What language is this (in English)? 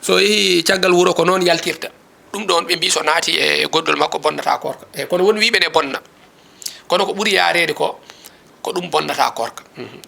Fula